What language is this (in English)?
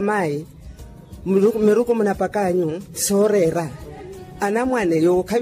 Makhuwa